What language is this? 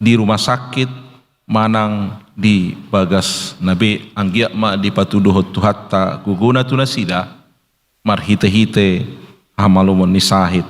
Batak Toba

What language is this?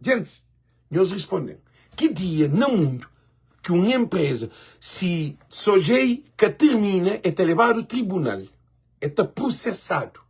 Kabuverdianu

